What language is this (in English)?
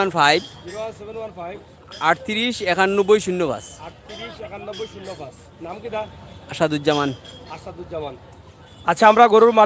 Sylheti